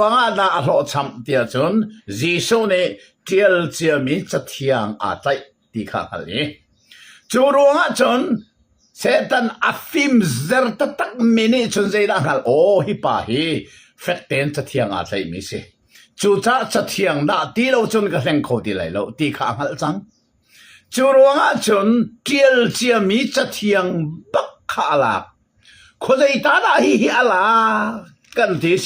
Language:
Hakha Chin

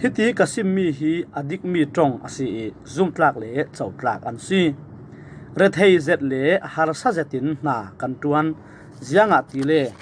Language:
Falam Chin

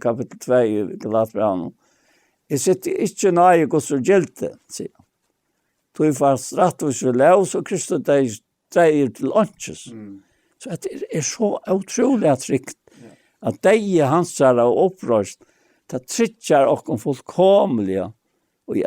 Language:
Faroese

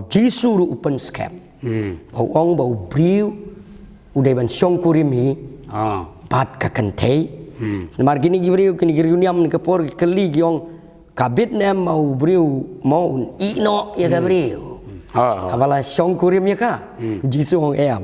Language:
Khasi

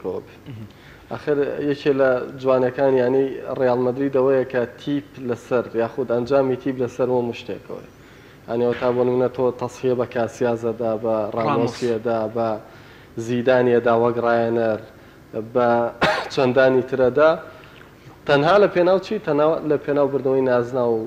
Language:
Central Kurdish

